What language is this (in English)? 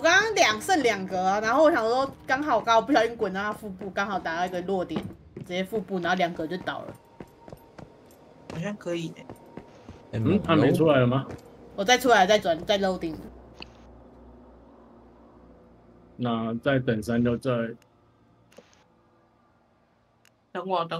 Chinese